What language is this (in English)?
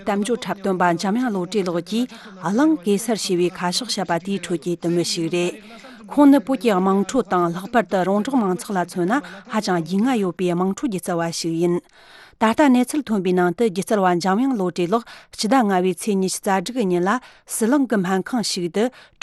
Tibetan